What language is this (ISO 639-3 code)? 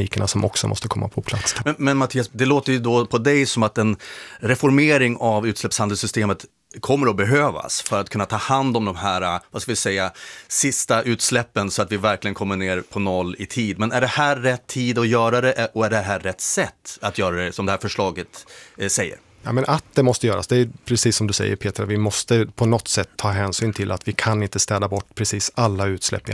swe